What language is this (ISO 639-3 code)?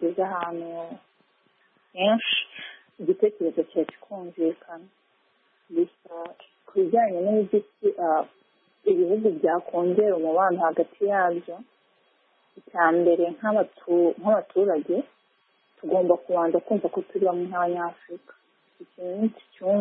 kin